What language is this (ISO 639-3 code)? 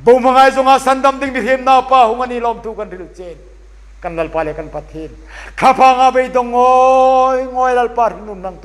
hmr